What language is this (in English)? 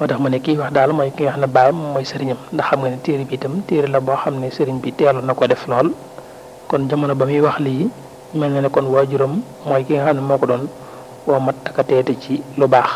Wolof